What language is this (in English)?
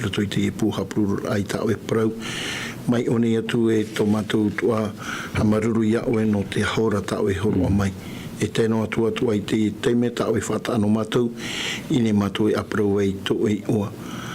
Tahitian